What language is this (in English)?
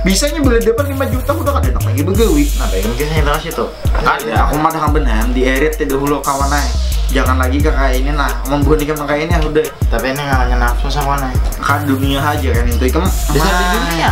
Banjar